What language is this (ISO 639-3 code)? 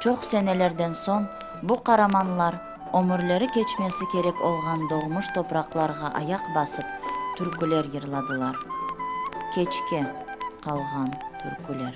crh